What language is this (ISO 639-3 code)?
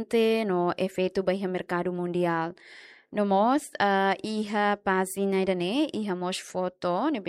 tet